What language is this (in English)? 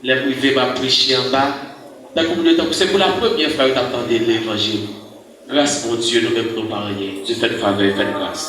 Haitian Creole